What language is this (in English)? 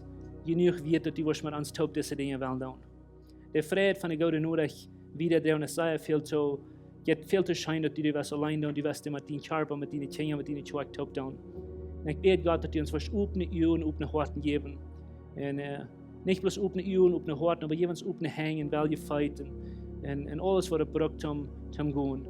Plautdietsch